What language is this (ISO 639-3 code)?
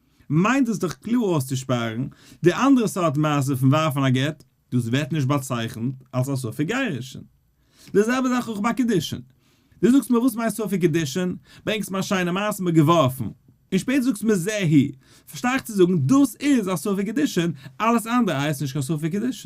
yid